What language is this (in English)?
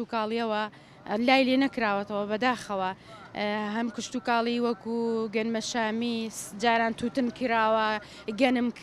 Central Kurdish